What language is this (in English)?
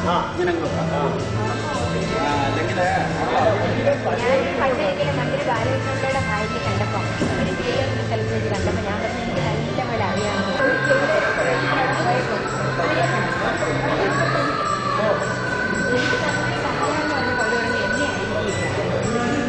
Malayalam